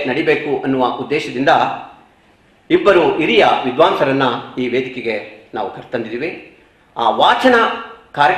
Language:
Kannada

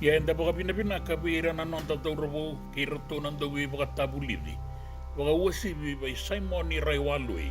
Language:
Fijian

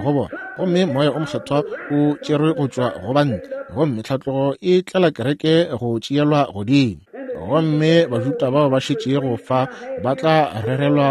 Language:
Northern Sotho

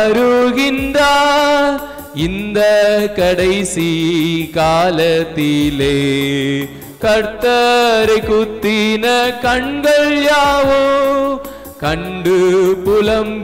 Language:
Tamil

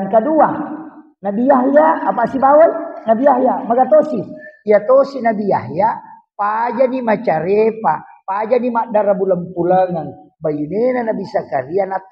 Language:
Buginese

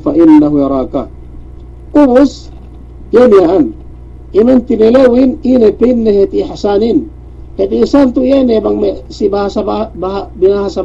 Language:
Yakan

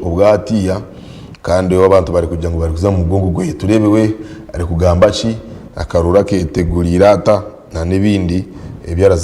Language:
Nyankole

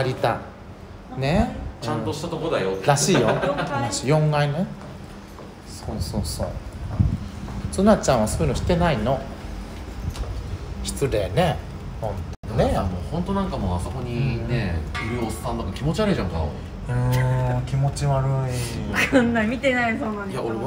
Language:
Japanese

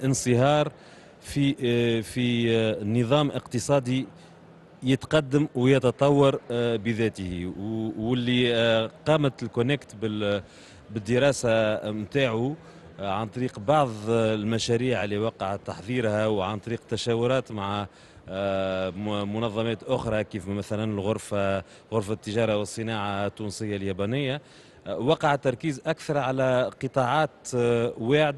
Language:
Tunisian Arabic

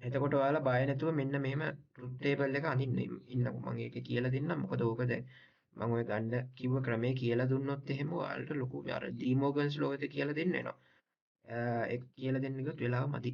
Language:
Sinhala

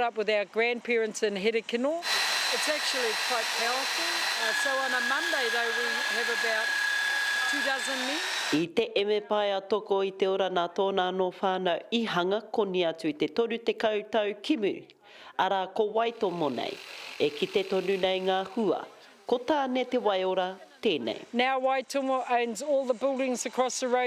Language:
Māori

